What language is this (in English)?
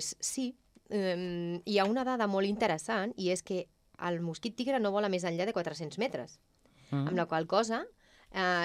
Catalan